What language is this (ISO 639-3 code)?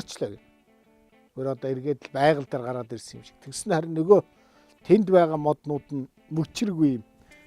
mon